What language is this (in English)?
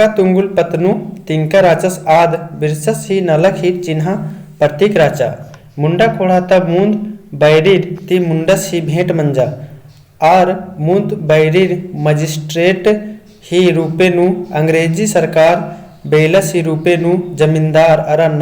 Kurukh